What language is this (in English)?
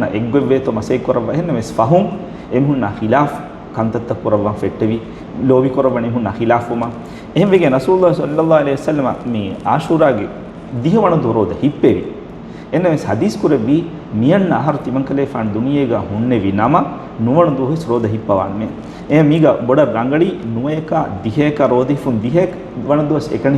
Divehi